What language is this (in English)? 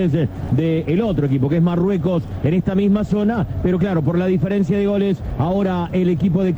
Spanish